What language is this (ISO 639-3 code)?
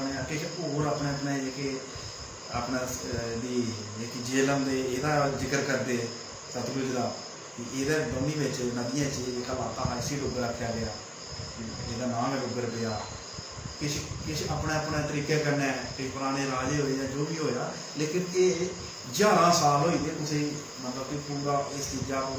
doi